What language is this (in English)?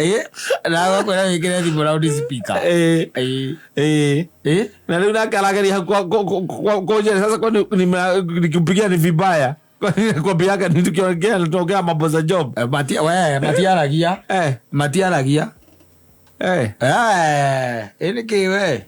Kikuyu